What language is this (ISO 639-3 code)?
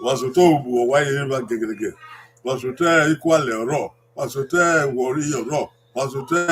bin